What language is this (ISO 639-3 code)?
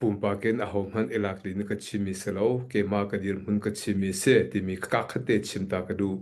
cnh